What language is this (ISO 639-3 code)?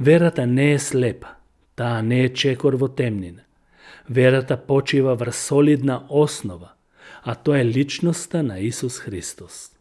mkd